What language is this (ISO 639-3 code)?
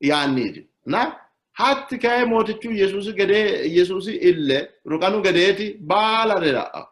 sid